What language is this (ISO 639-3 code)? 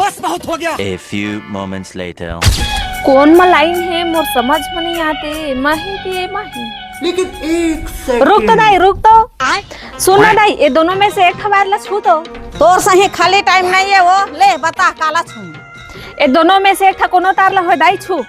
hne